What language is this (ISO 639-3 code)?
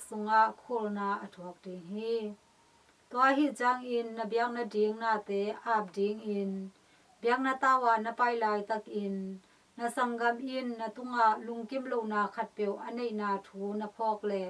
ctd